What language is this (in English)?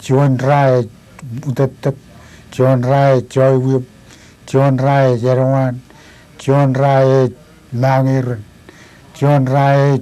Marshallese